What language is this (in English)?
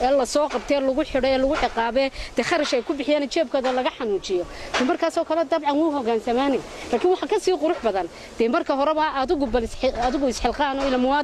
Somali